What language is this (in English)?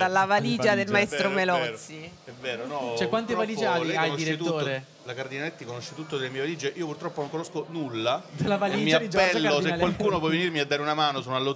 Italian